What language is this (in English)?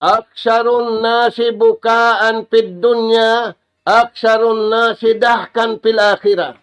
Tausug